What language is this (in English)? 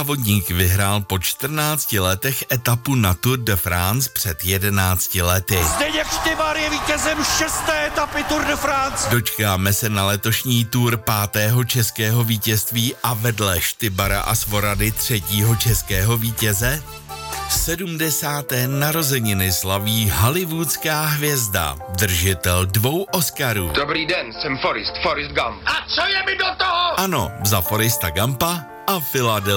Czech